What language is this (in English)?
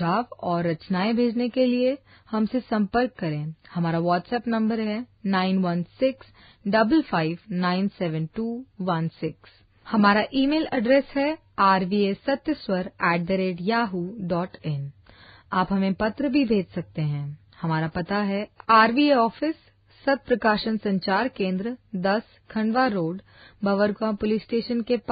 Hindi